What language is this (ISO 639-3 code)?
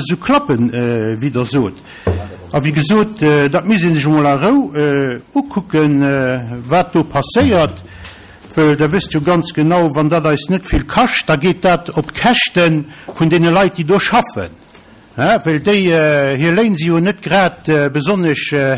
ltz